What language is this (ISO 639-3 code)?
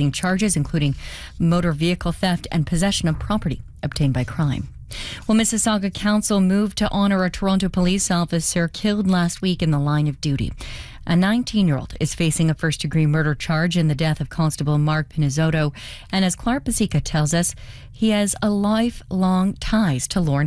eng